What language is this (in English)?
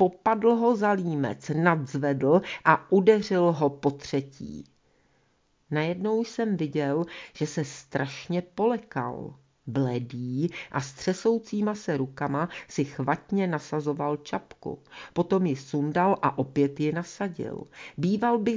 Czech